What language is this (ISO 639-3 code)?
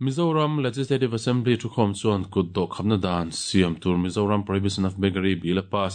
lus